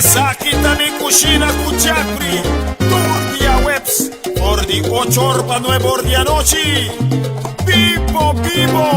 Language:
Papiamento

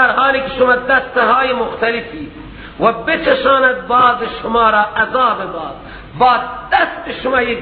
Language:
Persian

